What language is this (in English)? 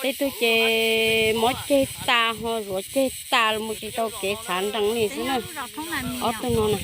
Hmong